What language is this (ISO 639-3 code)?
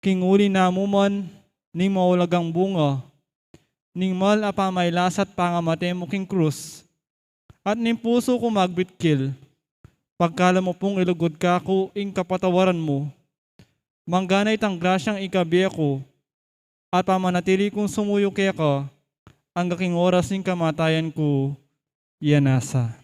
pam